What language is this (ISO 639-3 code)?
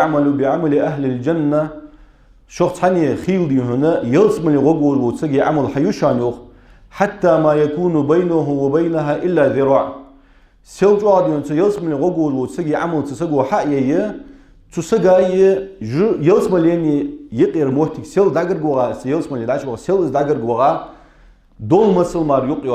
inh